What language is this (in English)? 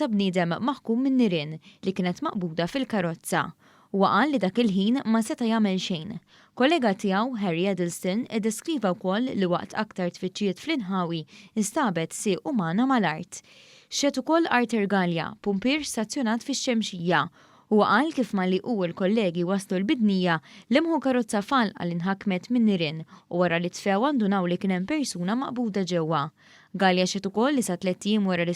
Maltese